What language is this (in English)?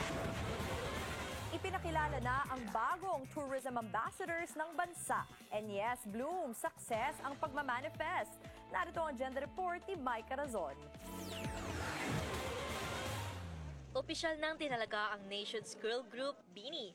Filipino